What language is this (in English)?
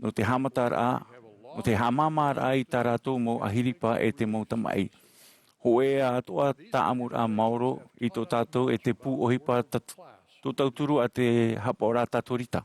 Tahitian